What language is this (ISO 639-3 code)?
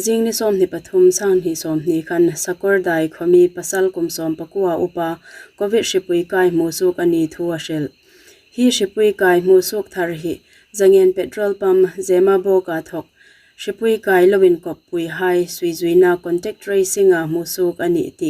hmr